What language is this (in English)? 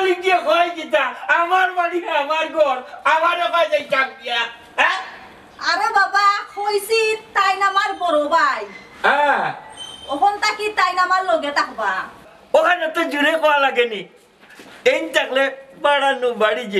Sylheti